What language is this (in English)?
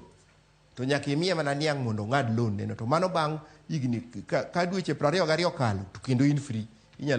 Luo (Kenya and Tanzania)